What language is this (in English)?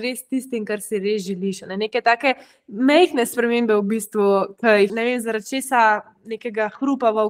Slovenian